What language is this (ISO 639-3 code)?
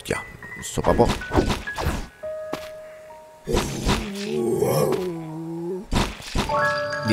spa